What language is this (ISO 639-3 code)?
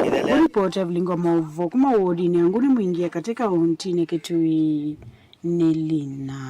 kam